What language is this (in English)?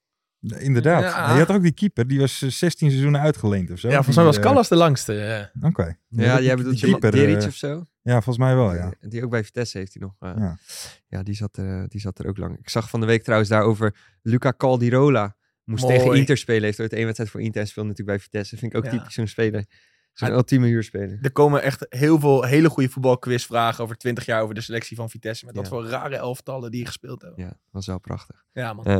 Dutch